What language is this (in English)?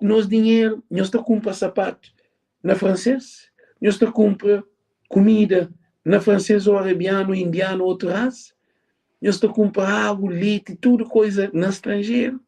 Kabuverdianu